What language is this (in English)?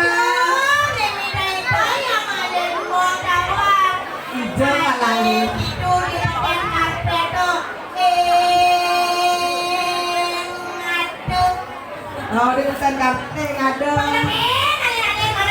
Balinese